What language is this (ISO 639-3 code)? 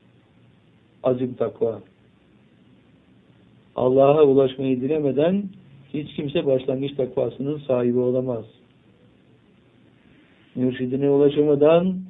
tur